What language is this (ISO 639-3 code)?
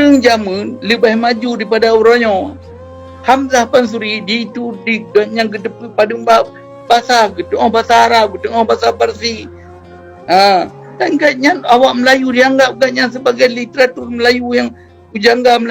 ace